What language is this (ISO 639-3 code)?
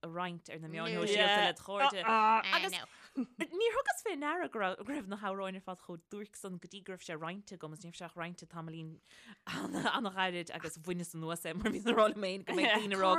gle